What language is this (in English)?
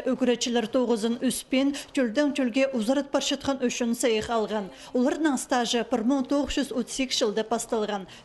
Khakas